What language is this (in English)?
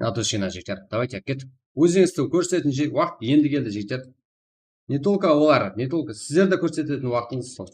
Kara-Kalpak